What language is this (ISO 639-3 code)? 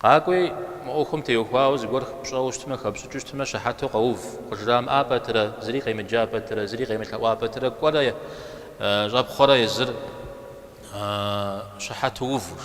kbd